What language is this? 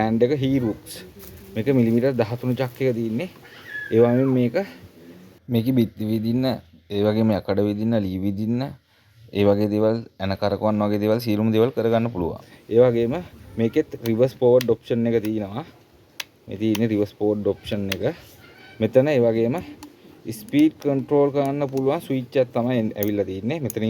Sinhala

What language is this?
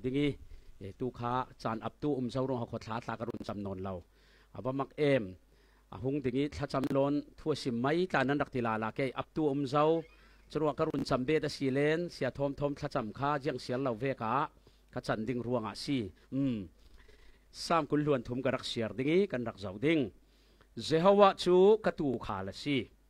Falam Chin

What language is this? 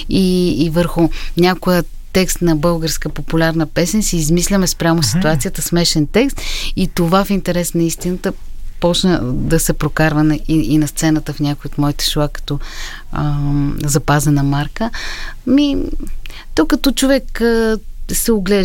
Bulgarian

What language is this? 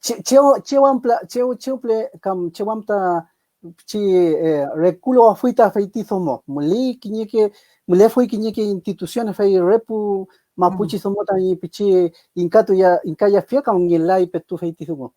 Mapuche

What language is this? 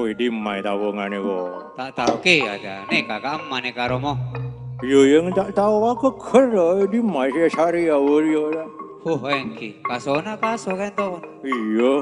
Madurese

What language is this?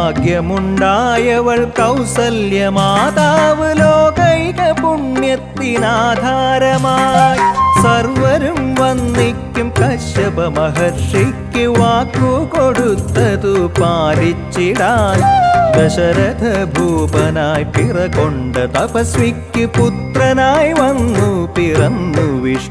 Malayalam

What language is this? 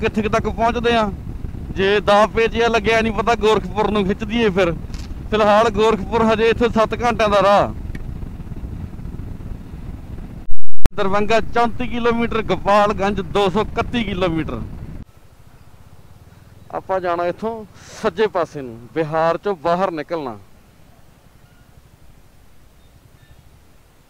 Punjabi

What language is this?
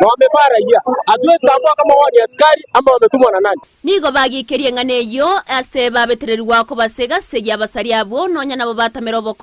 Gusii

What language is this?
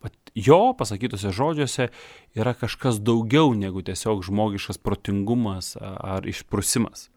Lithuanian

